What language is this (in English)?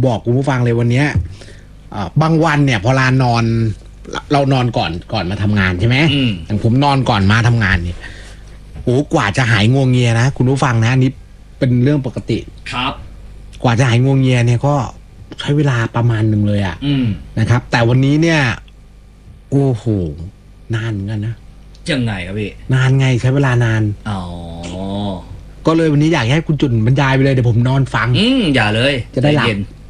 Thai